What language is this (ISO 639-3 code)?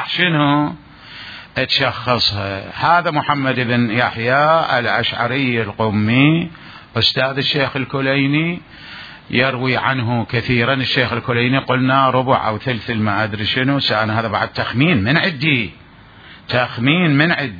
acm